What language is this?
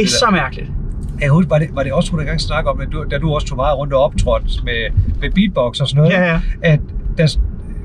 Danish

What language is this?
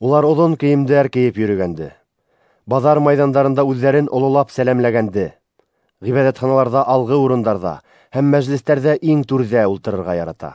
Bashkir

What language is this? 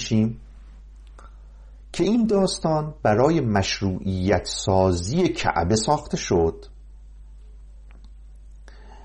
Persian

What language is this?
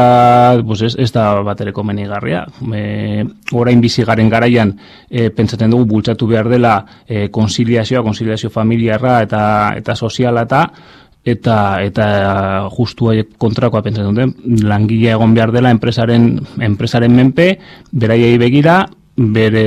Basque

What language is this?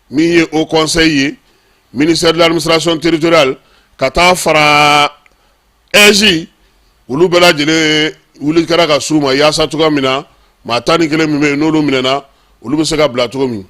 Bambara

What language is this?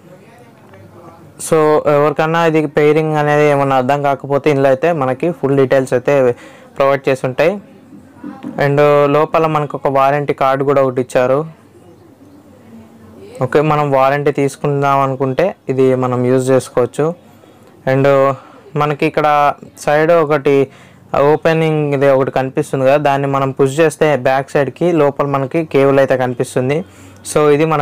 Telugu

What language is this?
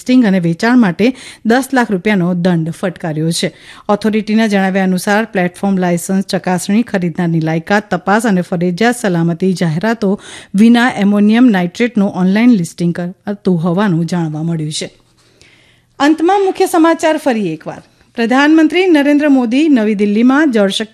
Gujarati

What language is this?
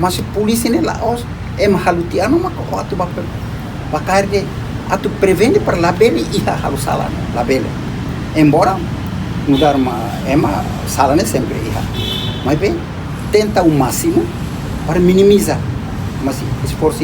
Tetum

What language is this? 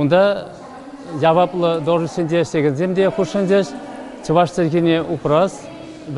Chuvash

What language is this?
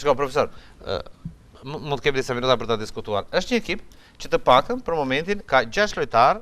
Albanian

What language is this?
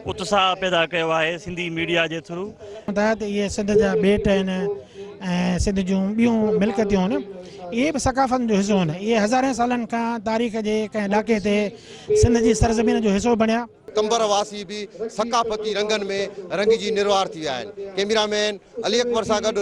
Sindhi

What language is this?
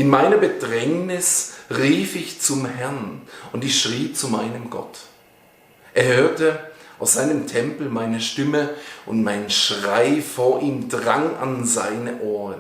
Swiss German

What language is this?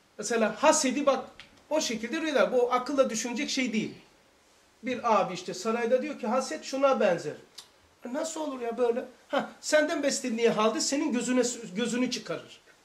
Turkish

